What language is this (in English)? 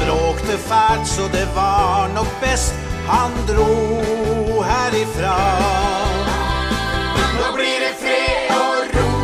Norwegian